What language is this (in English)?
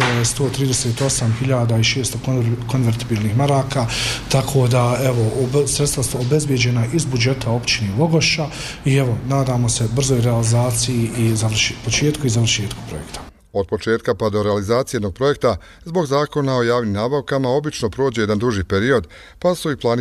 Bosnian